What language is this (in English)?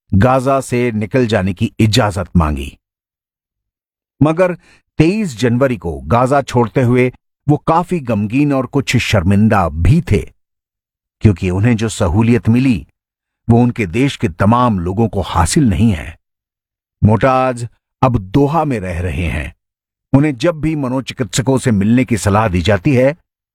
Hindi